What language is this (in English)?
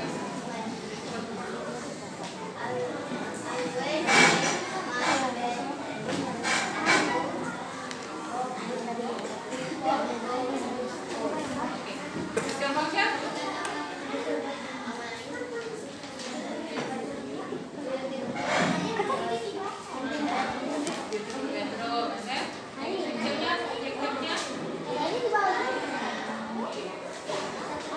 Indonesian